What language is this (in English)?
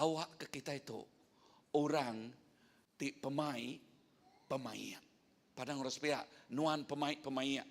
Iban